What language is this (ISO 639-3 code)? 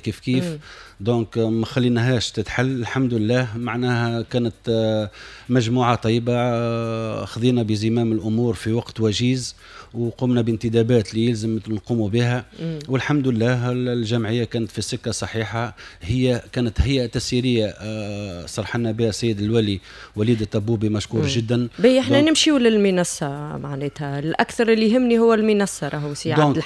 aeb